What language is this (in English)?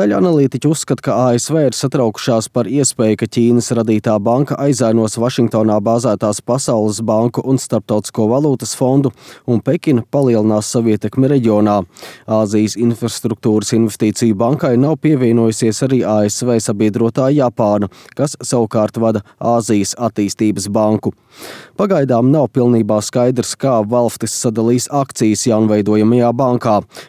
Latvian